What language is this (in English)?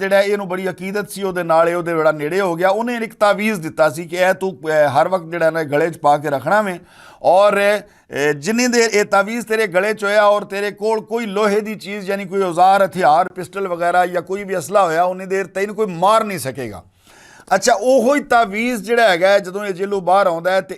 Western Panjabi